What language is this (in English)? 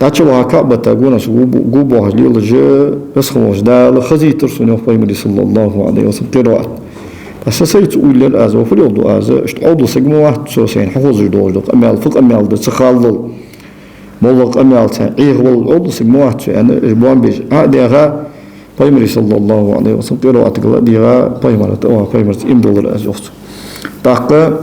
Ingush